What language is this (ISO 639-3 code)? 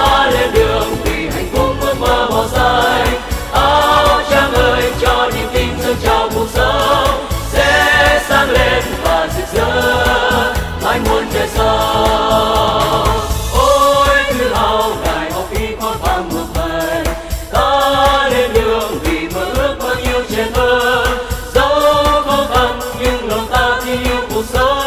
vie